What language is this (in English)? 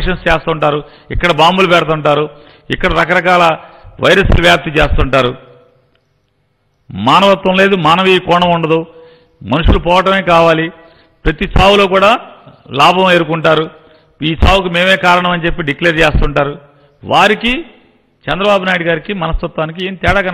Telugu